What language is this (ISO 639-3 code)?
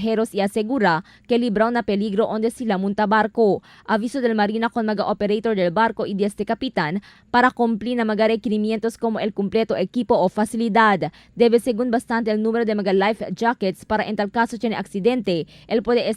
cbk